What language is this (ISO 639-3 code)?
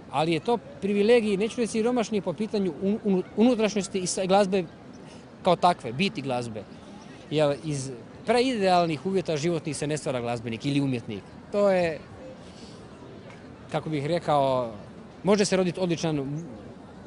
hrv